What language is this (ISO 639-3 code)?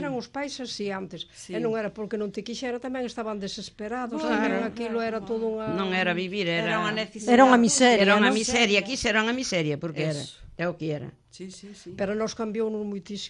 glg